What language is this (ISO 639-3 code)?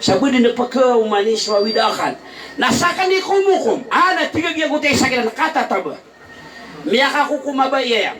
mrw